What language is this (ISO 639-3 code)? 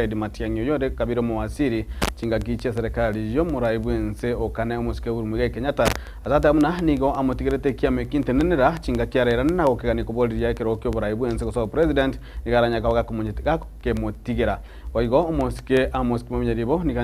guz